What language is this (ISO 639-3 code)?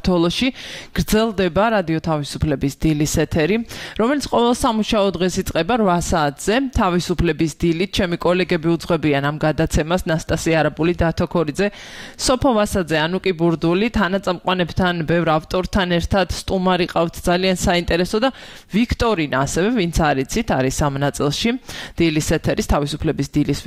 kat